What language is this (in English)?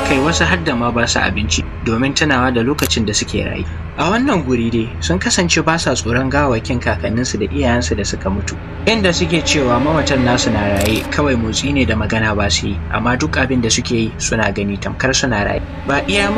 Hausa